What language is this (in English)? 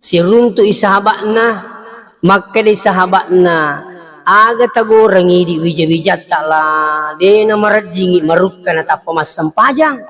Buginese